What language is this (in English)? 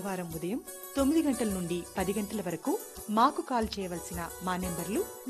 Telugu